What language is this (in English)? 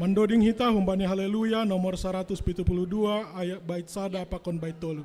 Batak Simalungun